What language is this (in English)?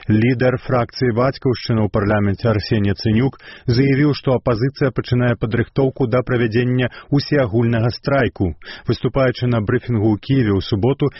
Belarusian